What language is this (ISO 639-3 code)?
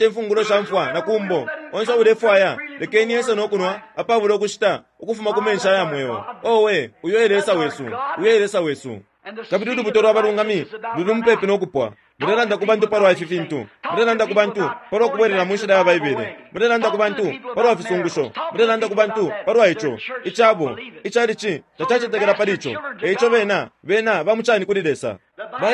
bem